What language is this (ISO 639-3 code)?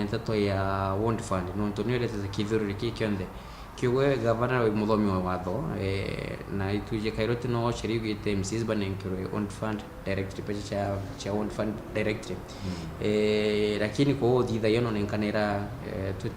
mer